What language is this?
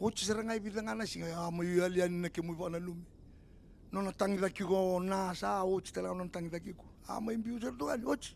Fijian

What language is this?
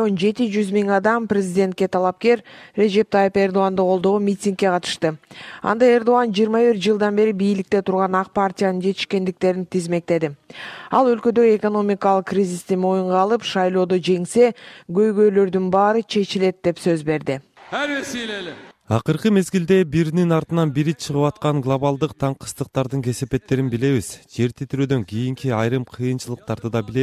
Kyrgyz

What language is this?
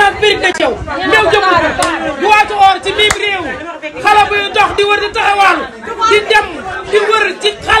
Wolof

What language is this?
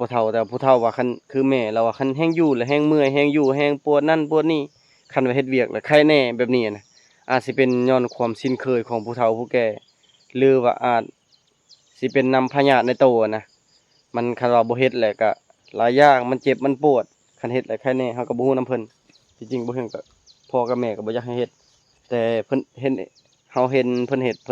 Lao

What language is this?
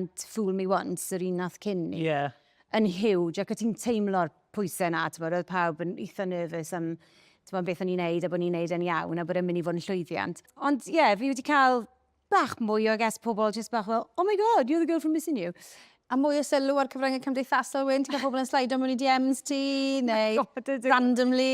Welsh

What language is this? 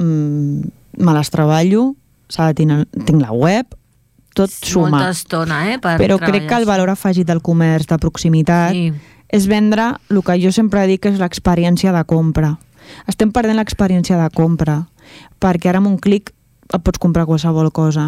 Catalan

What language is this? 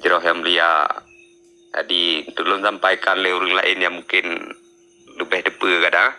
Achinese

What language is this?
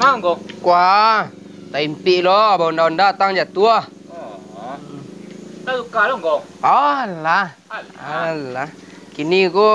Minangkabau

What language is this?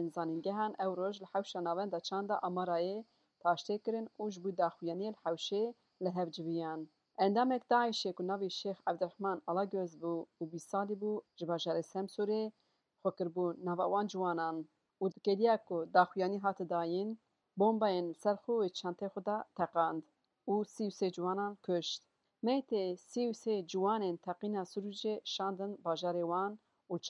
Kurdish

